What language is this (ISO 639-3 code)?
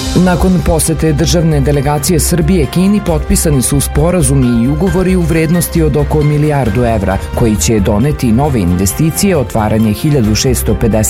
srp